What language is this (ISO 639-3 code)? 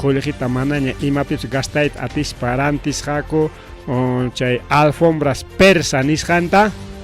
quy